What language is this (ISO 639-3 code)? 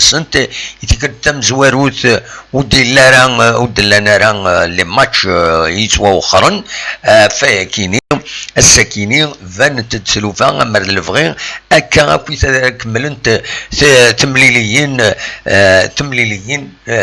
kab